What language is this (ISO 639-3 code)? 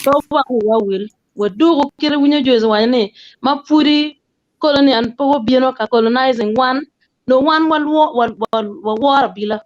ach